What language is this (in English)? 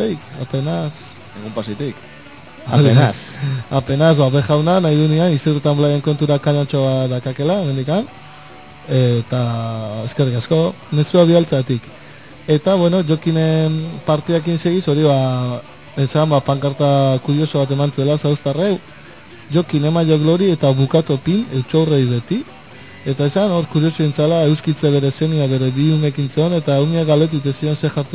Basque